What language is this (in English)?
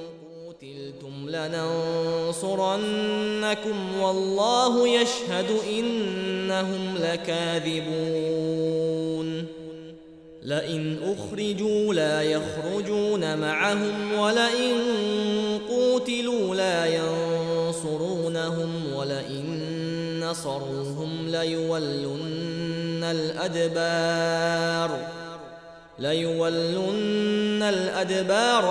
Arabic